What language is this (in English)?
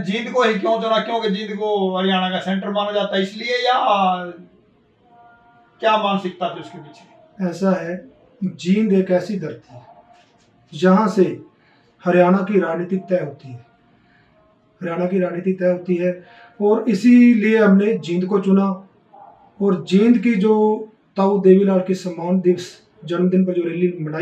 Hindi